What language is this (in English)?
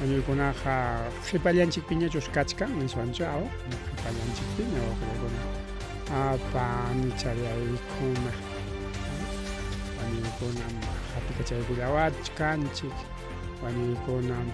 Ayacucho Quechua